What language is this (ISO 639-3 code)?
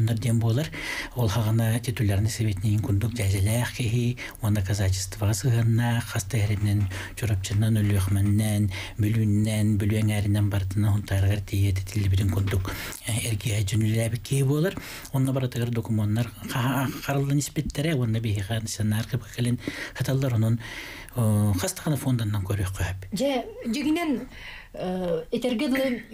sah